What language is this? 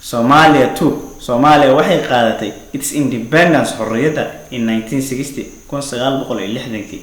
Somali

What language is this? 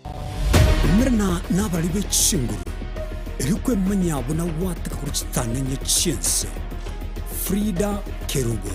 Gusii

